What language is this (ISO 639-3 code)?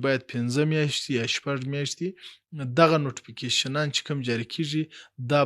pus